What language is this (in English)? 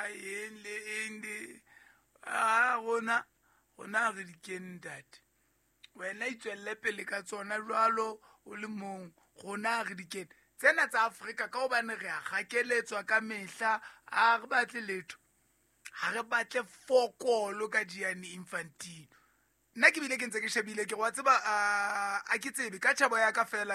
Southern Sotho